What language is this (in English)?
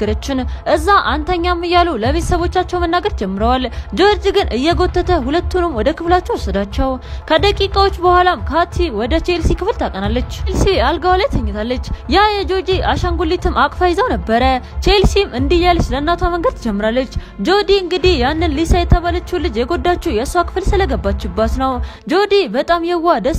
Amharic